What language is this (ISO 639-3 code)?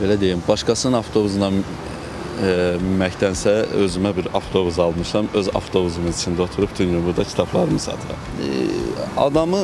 aze